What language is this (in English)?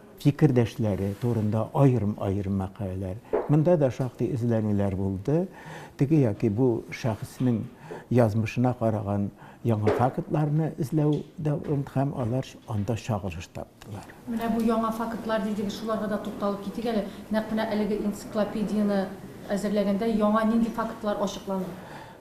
Tatar